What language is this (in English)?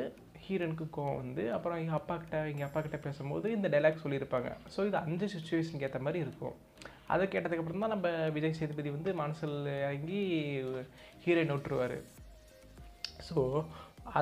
Tamil